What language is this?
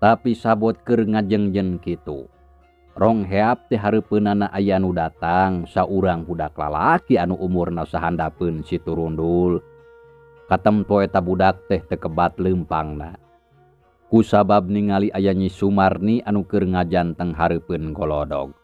Sundanese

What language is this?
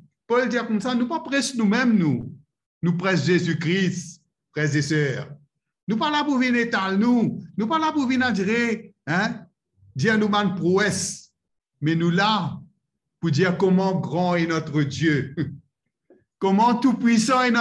Morisyen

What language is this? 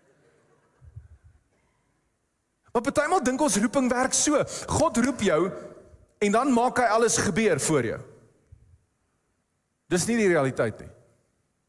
Afrikaans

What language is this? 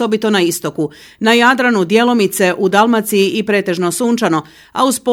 Croatian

